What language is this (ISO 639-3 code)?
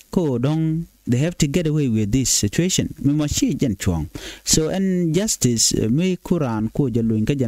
nus